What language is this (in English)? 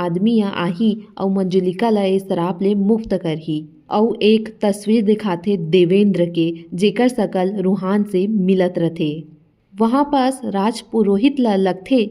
Chhattisgarhi